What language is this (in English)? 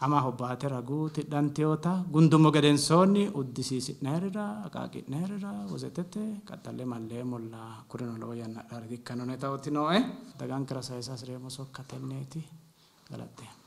Sidamo